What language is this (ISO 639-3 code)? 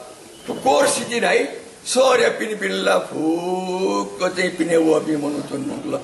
new